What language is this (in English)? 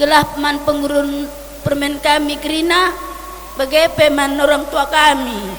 Batak Karo